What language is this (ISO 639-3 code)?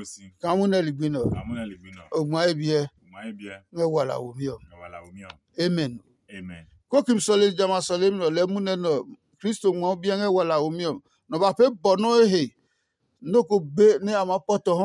ada